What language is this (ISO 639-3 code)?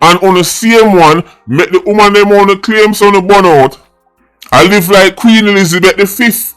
jam